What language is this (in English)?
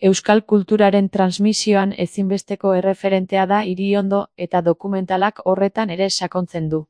Basque